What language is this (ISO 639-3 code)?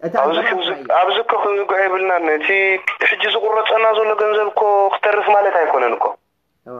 tir